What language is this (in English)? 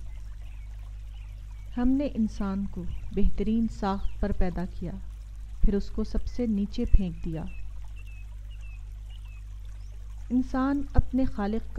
Urdu